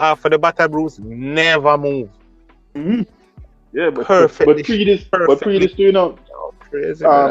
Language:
Jamaican Creole English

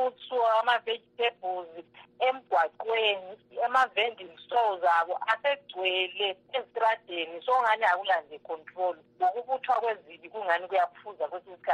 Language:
North Ndebele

